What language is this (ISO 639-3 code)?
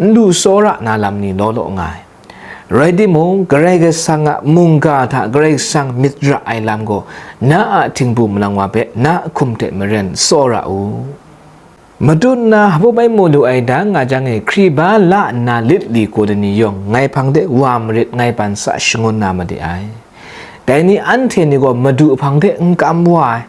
kac